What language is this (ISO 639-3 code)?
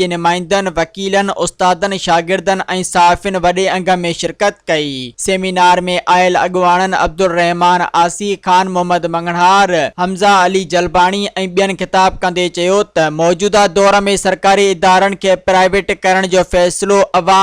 snd